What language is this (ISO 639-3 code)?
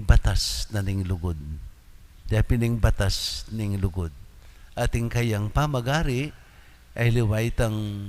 pam